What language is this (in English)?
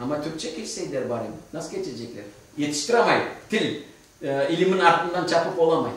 Crimean Tatar